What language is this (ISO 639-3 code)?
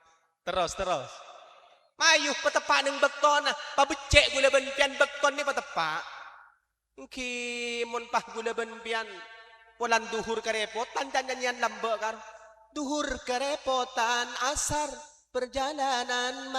mad